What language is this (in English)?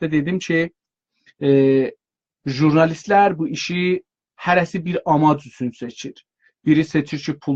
South Azerbaijani